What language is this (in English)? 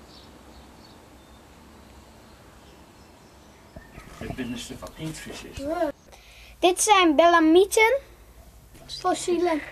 Dutch